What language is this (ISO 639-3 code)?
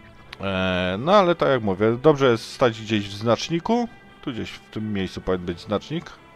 pol